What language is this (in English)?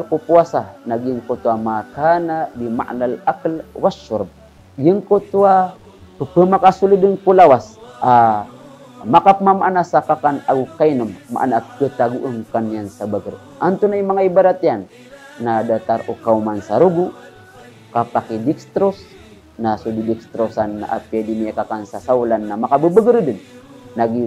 Maranao